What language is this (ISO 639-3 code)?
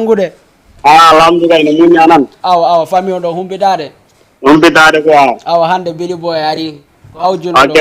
ful